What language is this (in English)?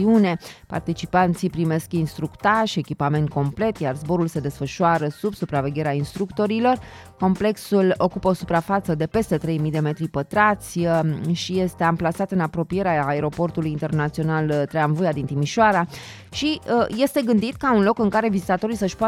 Romanian